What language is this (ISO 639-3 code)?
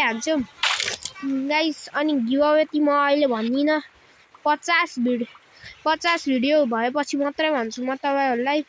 nep